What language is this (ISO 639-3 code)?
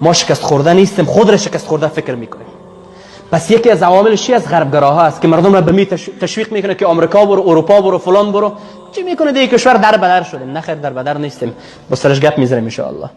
fas